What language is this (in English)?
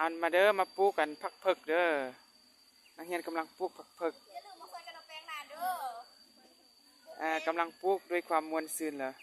Lao